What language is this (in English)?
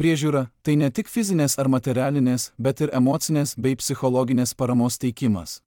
Lithuanian